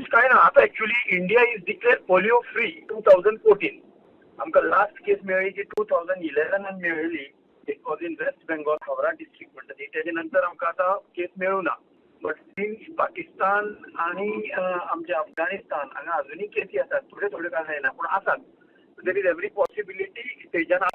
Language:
Konkani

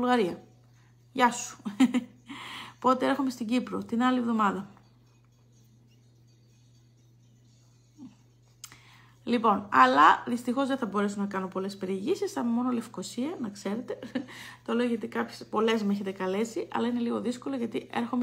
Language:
Greek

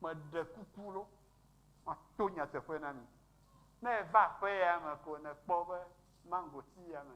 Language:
Ewe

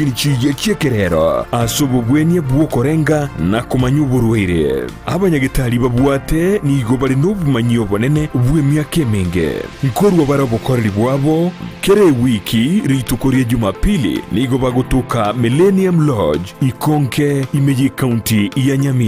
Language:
Gusii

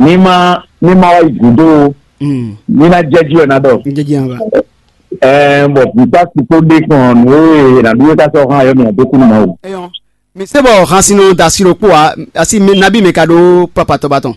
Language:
Fon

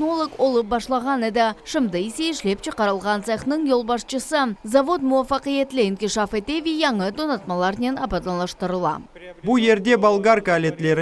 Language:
Crimean Tatar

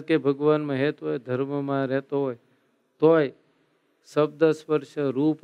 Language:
Gujarati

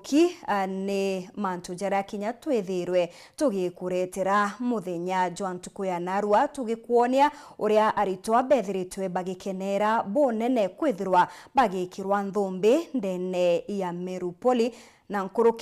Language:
Meru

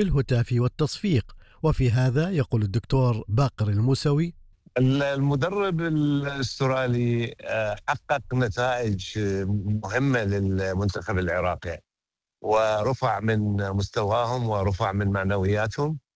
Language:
Arabic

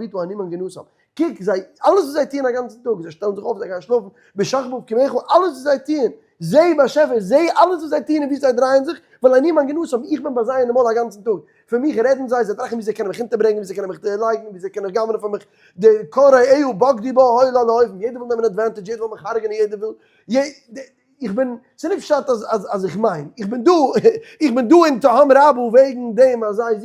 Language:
Yiddish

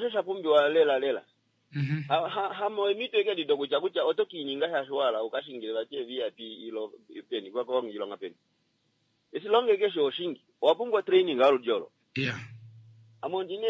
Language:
Kuanyama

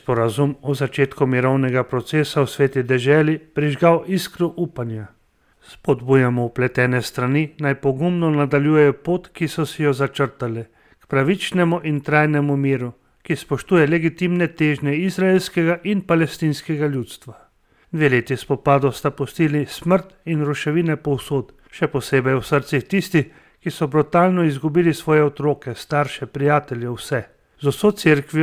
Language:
Slovenian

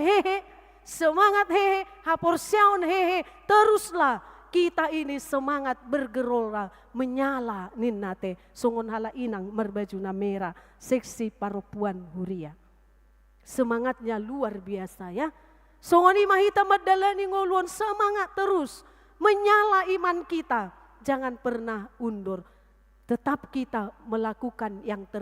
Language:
Batak Toba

